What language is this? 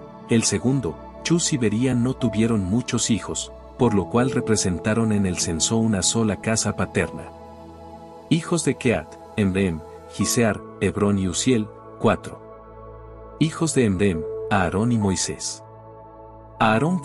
Spanish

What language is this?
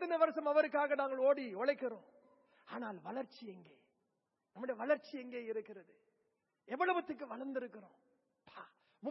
Tamil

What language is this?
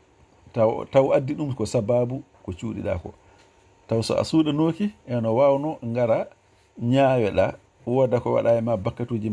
Fula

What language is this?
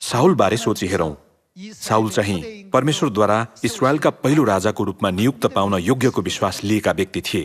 Nepali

